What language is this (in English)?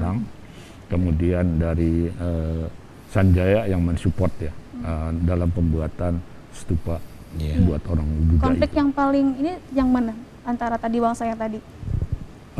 Indonesian